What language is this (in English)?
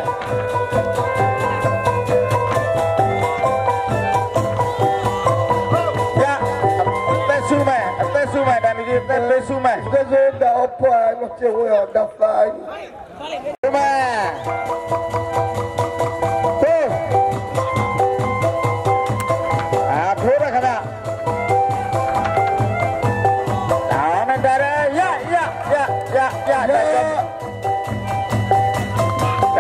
Burmese